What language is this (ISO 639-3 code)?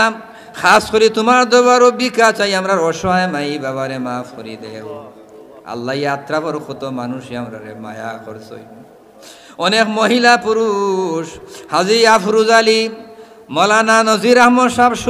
syl